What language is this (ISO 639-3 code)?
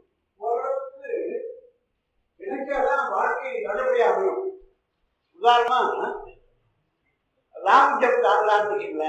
tam